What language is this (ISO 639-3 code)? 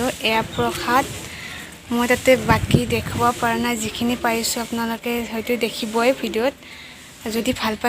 asm